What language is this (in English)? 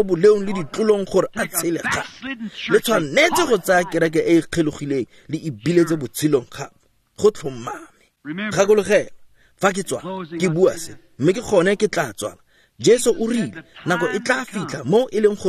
Tswana